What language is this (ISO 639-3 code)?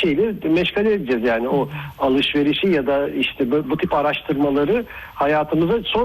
tur